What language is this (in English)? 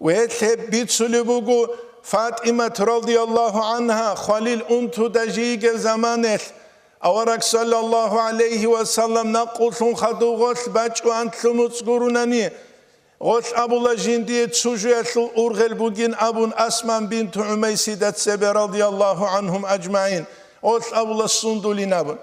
Avaric